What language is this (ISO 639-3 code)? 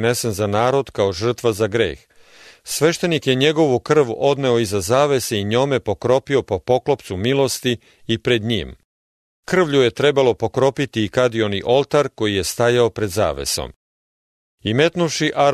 srp